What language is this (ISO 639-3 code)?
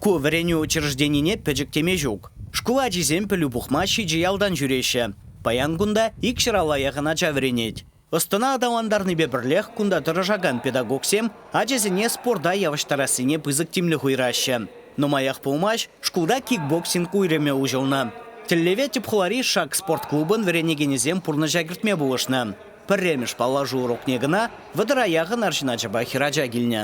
chv